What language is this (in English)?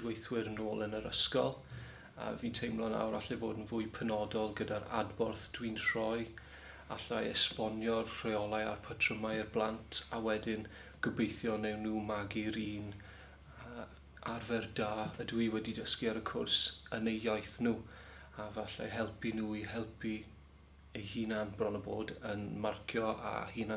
Welsh